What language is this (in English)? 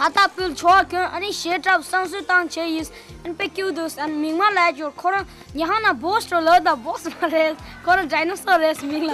Tibetan